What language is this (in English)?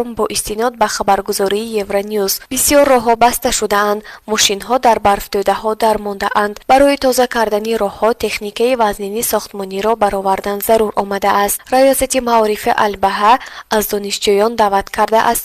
Tajik